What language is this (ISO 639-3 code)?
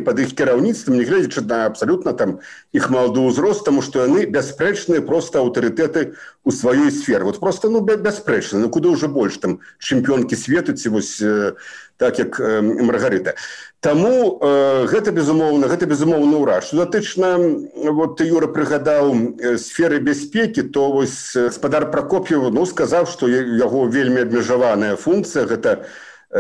bel